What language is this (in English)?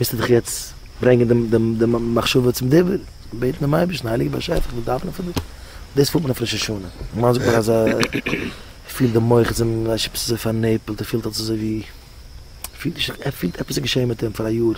Yiddish